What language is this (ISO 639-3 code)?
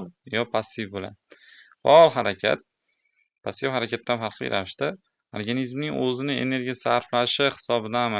uzb